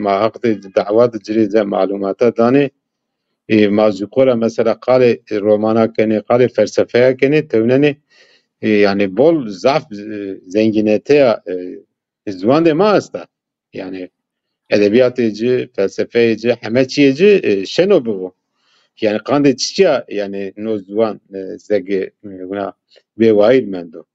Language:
Zaza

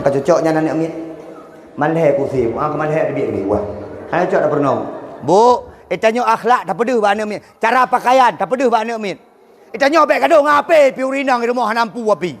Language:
Achinese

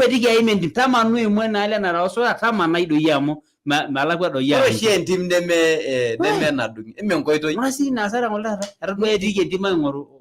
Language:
Masai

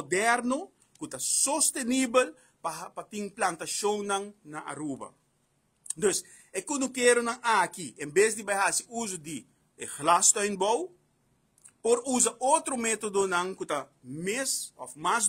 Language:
Papiamento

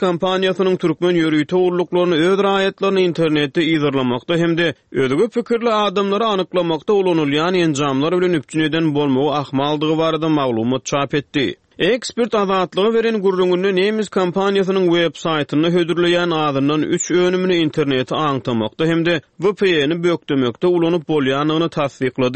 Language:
Turkmen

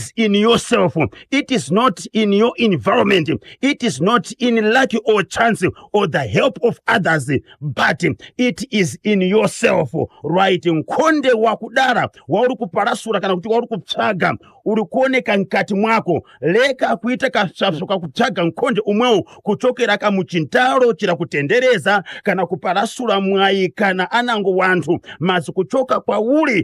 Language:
Shona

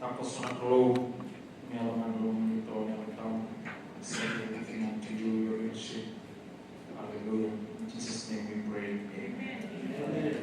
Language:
Fijian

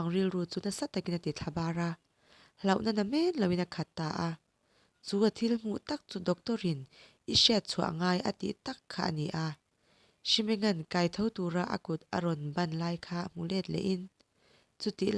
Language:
Mizo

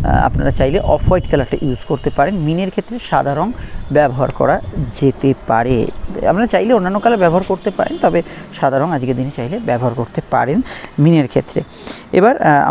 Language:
Bangla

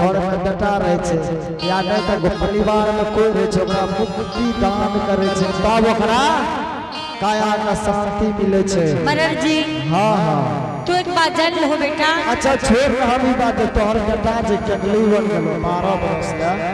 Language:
Angika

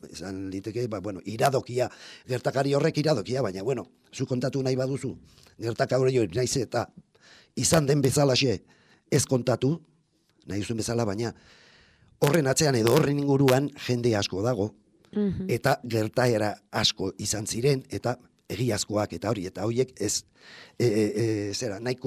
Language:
Basque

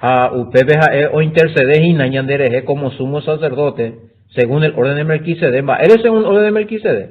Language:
Guarani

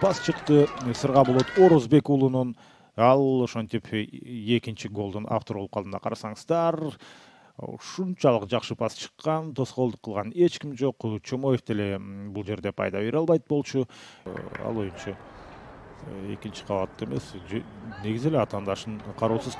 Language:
Kyrgyz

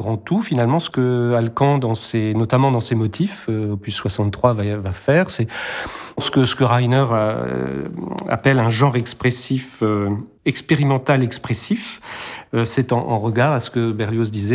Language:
French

